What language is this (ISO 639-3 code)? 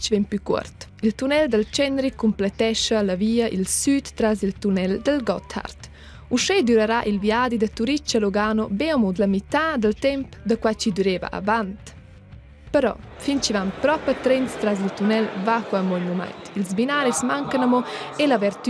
roh